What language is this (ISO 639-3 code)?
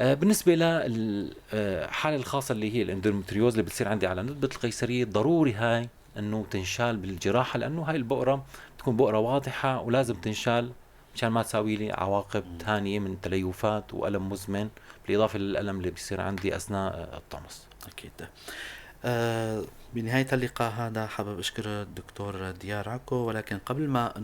apc